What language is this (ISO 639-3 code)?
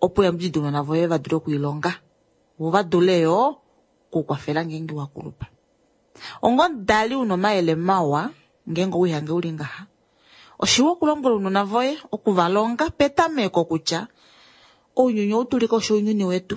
kua